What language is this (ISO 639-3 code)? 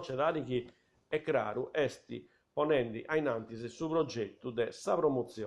srd